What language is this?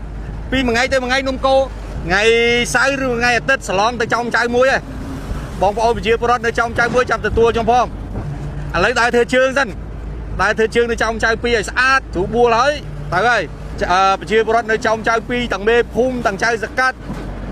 Khmer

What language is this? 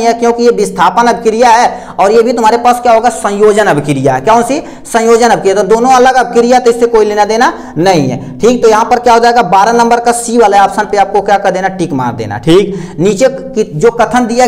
Hindi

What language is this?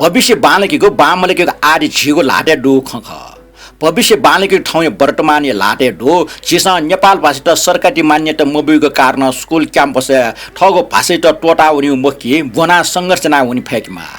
Newari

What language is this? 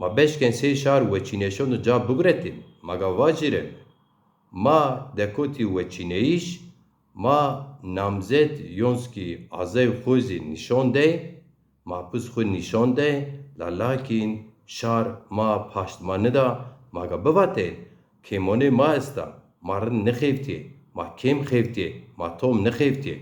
Zaza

